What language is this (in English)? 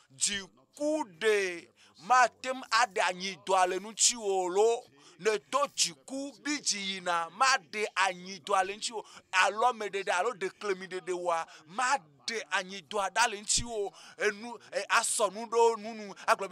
Ewe